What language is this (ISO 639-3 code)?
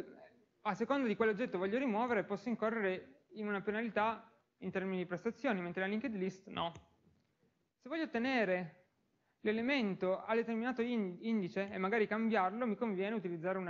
ita